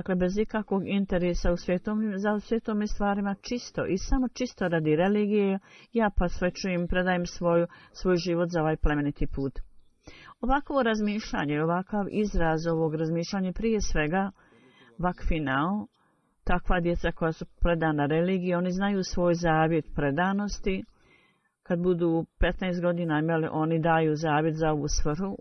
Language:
Bosnian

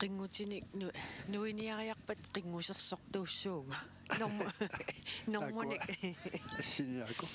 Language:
Kalaallisut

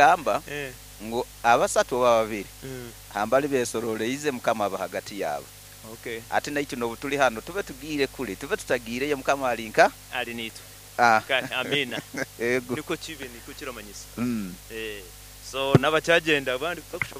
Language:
Nyankole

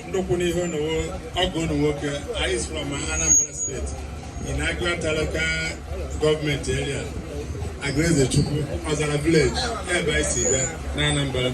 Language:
Igbo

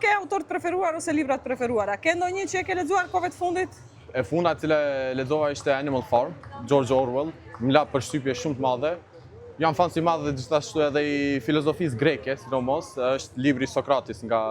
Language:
Albanian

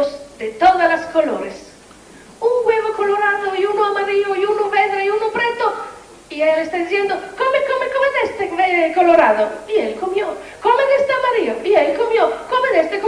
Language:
Ladino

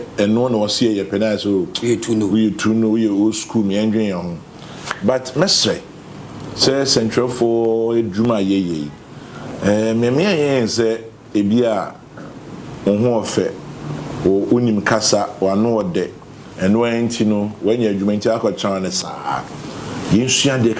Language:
Akan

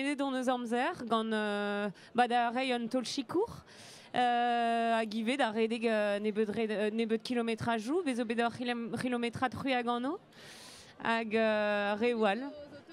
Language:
Breton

